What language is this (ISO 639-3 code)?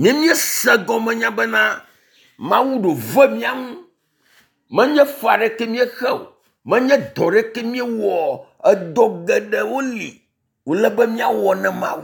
ewe